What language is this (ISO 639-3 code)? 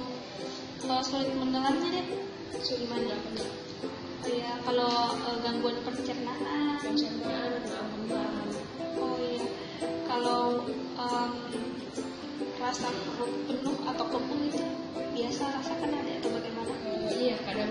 ind